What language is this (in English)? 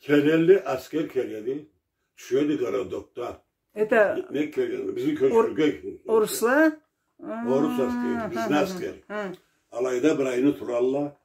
Karachay-Balkar